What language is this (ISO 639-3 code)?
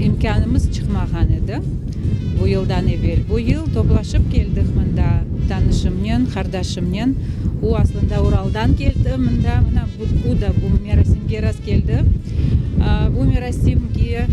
crh